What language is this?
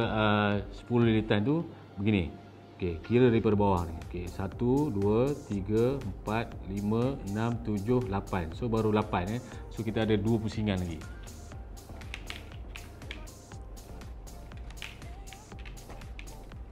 Malay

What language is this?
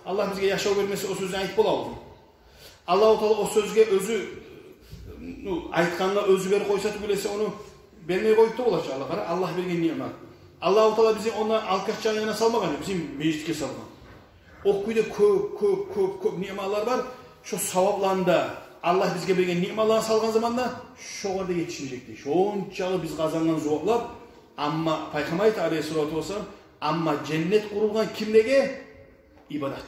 Kumyk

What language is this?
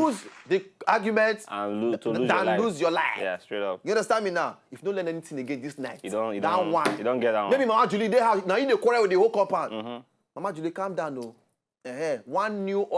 Nigerian Pidgin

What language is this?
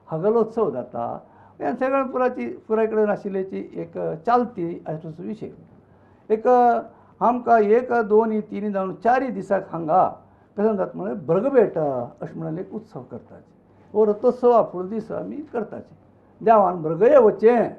Konkani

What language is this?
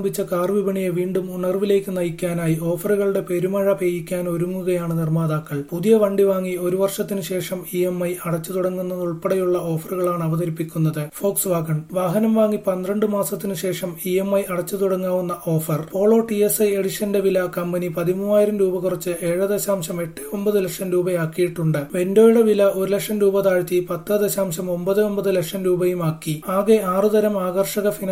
Malayalam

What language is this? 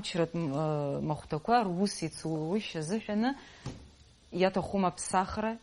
Abkhazian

